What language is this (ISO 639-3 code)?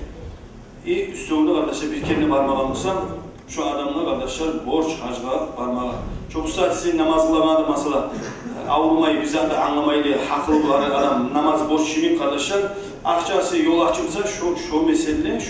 kum